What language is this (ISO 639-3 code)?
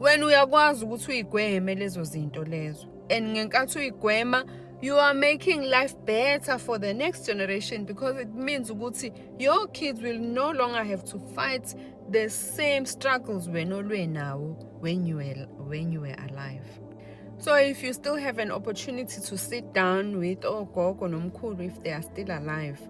zul